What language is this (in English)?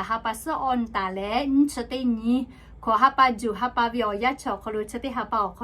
Lahu